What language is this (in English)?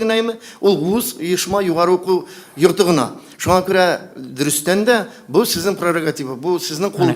Tatar